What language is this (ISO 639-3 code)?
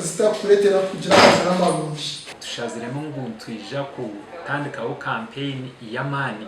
nyn